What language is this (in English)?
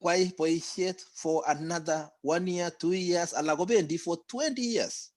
Kalenjin